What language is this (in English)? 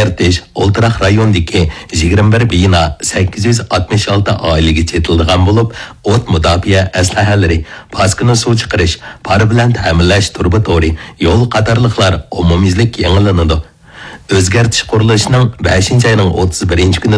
Uyghur